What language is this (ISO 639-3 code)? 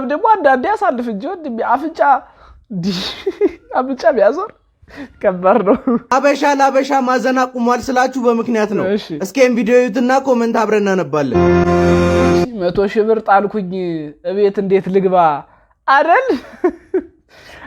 amh